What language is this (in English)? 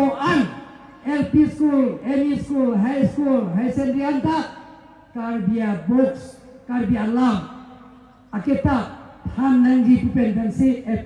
Karbi